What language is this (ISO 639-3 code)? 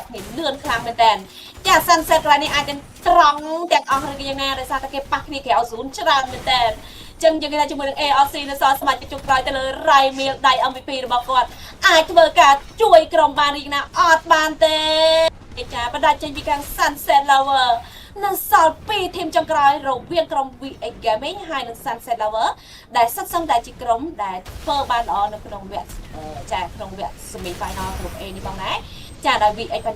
khm